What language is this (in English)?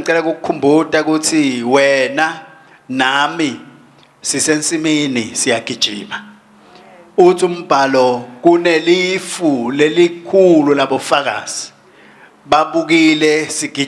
Swati